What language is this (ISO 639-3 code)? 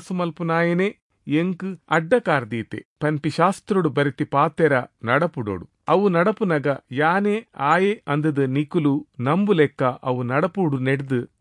tcy